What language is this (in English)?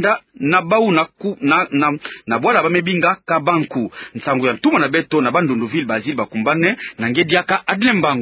Kituba (Democratic Republic of Congo)